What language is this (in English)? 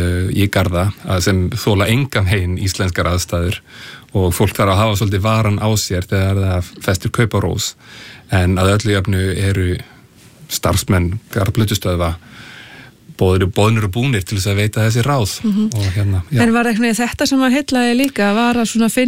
Icelandic